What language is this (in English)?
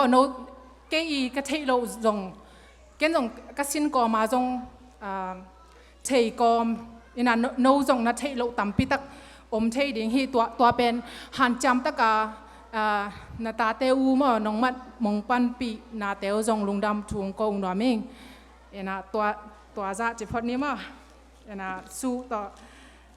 Tedim Chin